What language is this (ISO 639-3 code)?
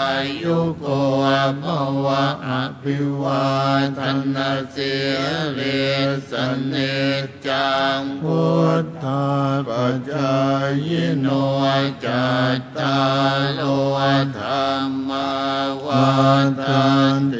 pli